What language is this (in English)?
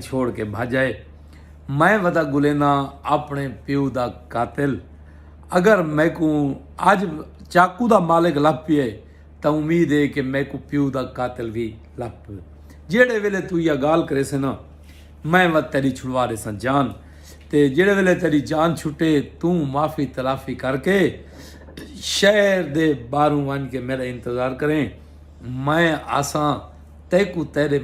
Saraiki